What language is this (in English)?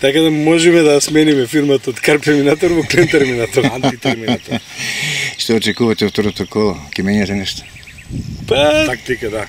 Macedonian